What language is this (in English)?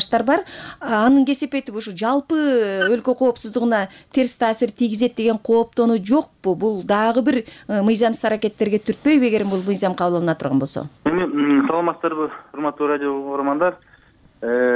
Kyrgyz